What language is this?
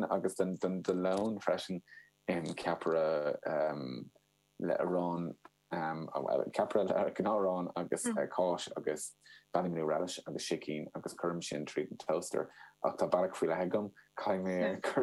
Irish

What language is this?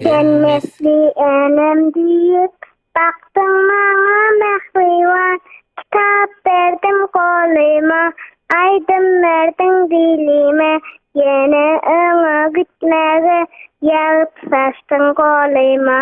Turkmen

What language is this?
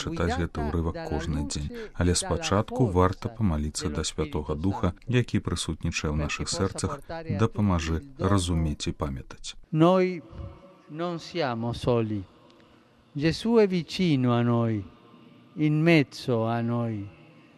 Belarusian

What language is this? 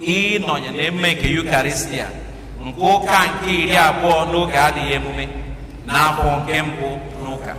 Igbo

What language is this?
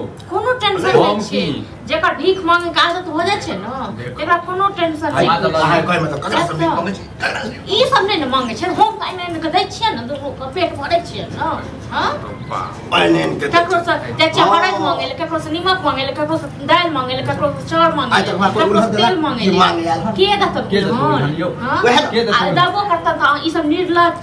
Maithili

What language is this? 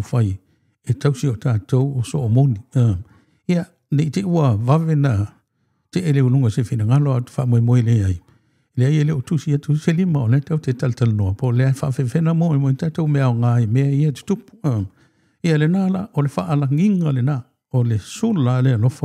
Samoan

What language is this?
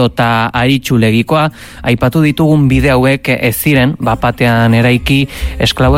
Basque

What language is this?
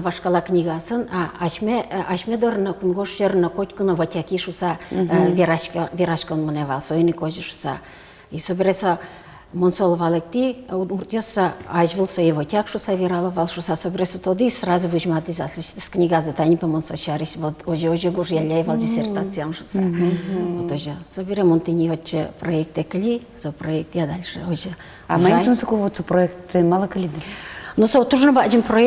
Udmurt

